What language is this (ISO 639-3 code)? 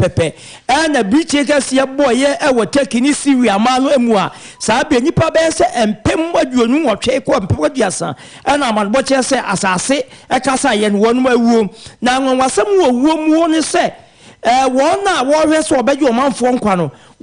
aka